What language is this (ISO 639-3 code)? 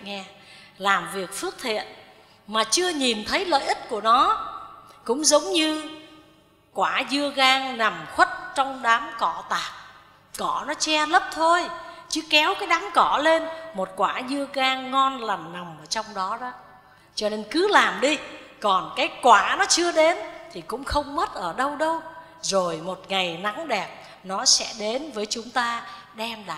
vie